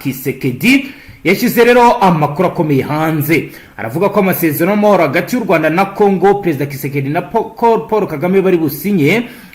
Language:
Kinyarwanda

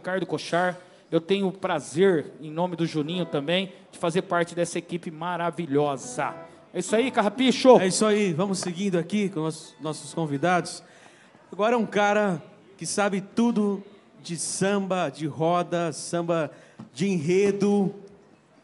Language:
Portuguese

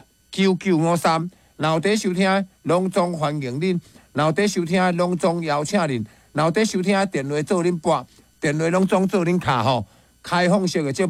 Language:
Min Nan Chinese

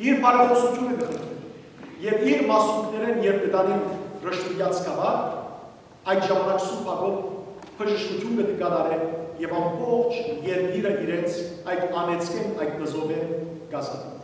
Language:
Western Armenian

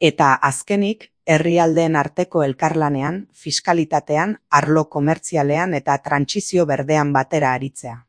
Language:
Basque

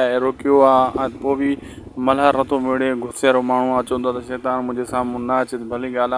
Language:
Sindhi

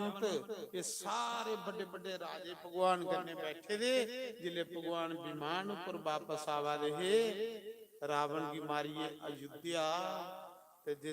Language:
Dogri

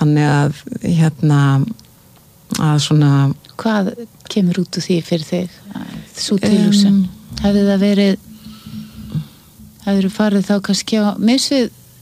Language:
Icelandic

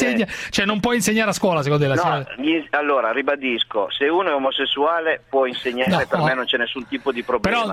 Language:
Italian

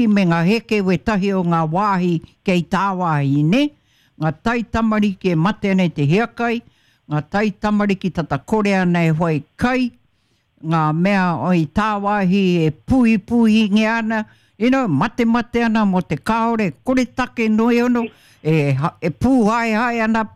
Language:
Māori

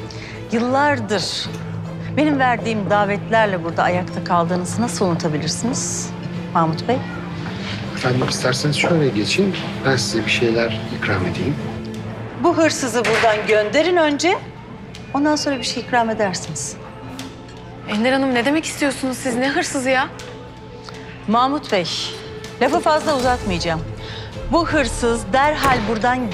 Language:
Turkish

